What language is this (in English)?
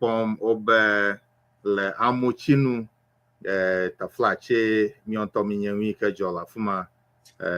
Ewe